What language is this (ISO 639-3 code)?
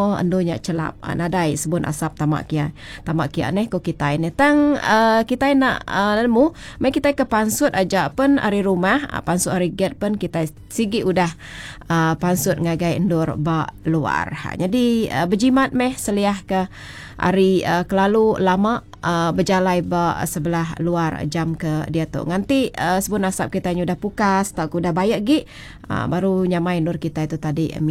iba